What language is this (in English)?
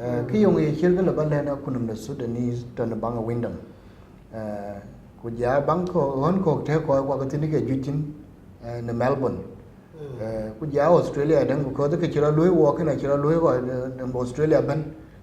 Dinka